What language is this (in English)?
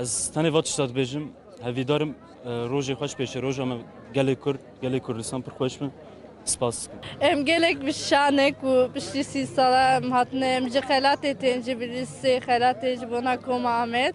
Kurdish